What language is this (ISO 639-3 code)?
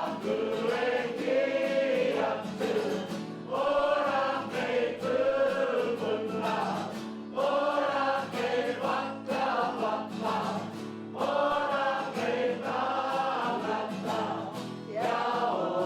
mri